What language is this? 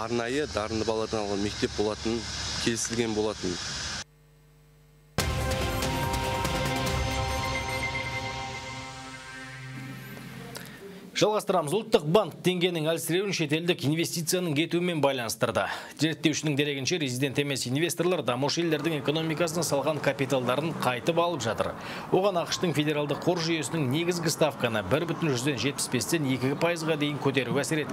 Kazakh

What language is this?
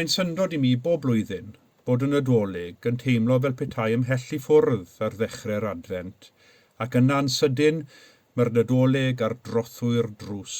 Welsh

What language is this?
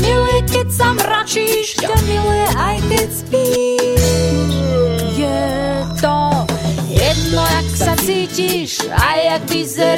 Slovak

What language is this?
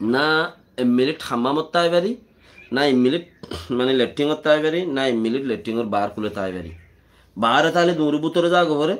Rohingya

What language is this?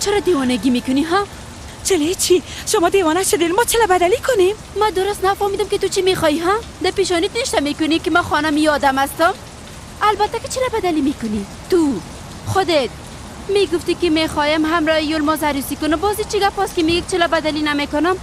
Persian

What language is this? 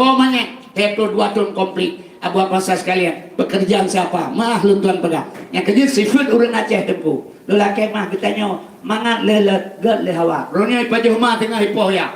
Achinese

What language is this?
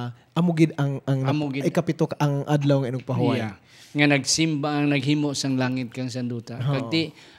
Hiligaynon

